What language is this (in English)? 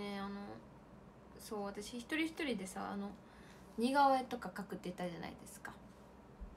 Japanese